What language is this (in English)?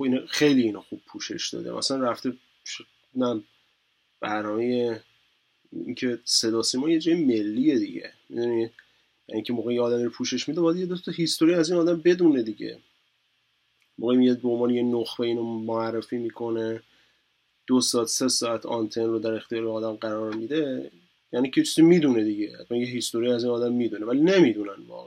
Persian